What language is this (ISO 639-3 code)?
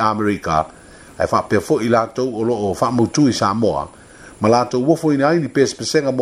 smo